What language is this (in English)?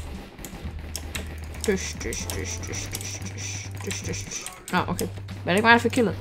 Danish